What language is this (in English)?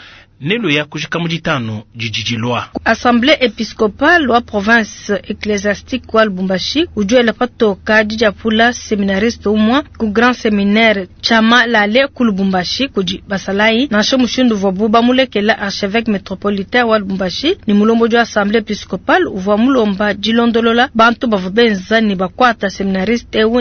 Luba-Lulua